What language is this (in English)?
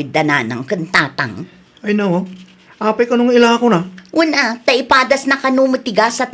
Iloko